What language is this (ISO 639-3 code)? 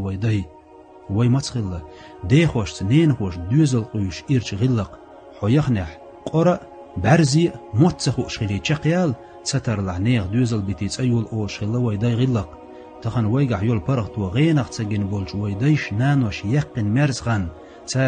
che